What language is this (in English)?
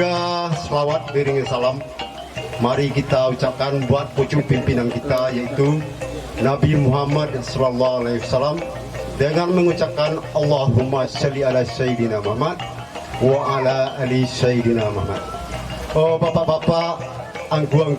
Minangkabau